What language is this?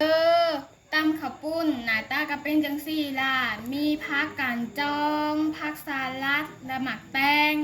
Northeastern Thai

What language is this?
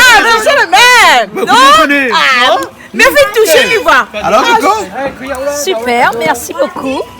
Réunion Creole French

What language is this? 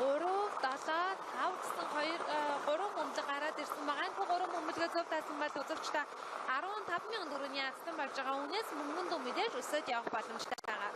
Mongolian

